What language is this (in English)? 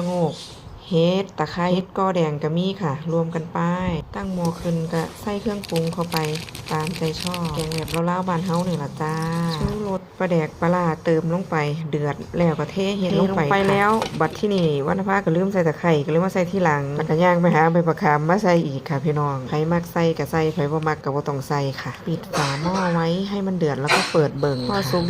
Northeastern Thai